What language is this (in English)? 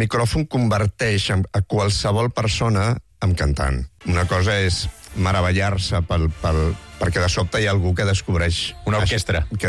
Catalan